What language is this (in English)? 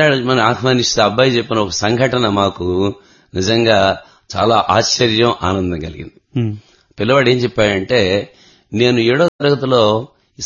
Telugu